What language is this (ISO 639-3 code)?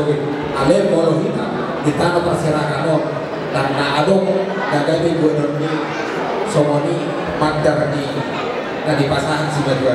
bbc